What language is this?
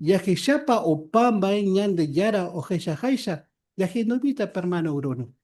Guarani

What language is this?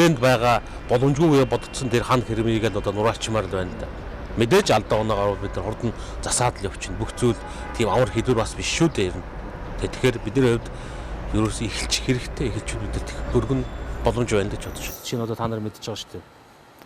Mongolian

